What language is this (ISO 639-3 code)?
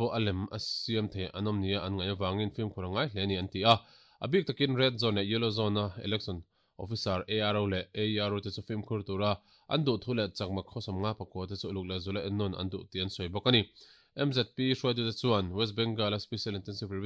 lus